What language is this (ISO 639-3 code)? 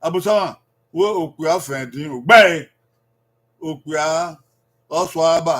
bin